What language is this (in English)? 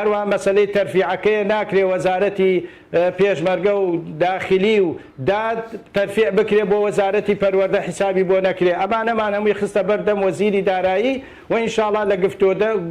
Central Kurdish